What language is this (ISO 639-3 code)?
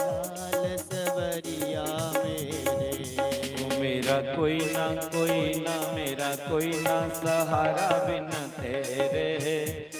doi